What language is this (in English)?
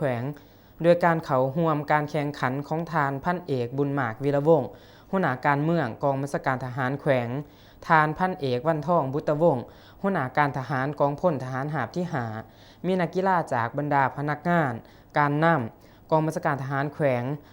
Lao